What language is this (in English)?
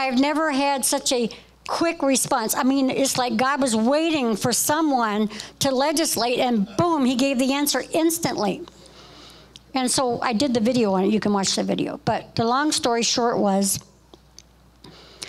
English